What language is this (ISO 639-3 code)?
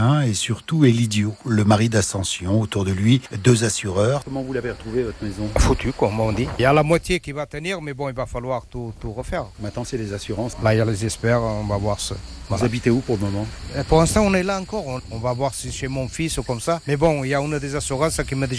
fra